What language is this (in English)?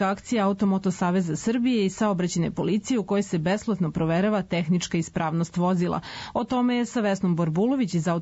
Serbian